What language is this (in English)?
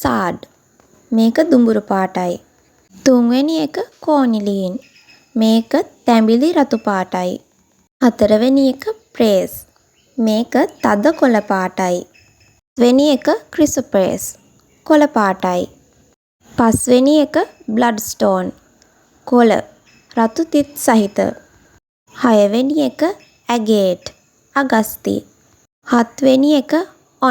Sinhala